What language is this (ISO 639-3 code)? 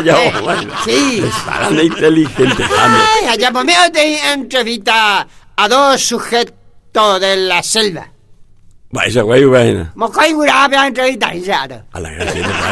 grn